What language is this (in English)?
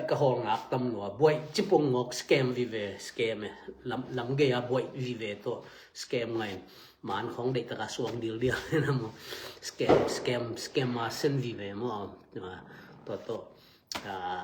Tedim Chin